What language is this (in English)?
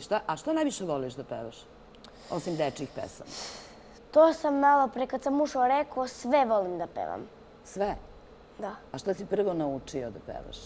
Serbian